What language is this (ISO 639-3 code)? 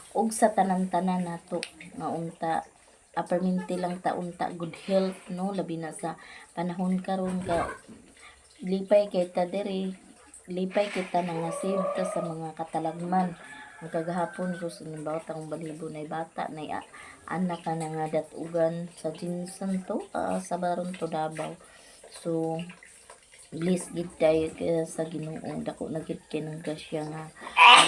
ceb